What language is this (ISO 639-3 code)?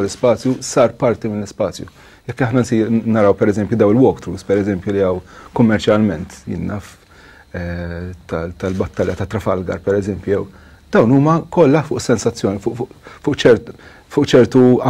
mlt